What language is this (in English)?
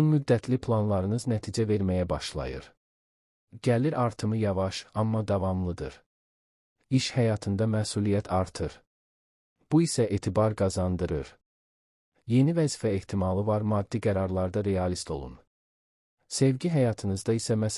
Azerbaijani